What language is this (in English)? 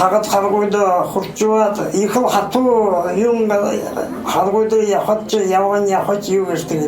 Buriat